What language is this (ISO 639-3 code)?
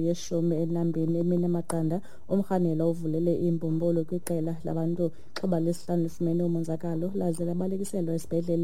xho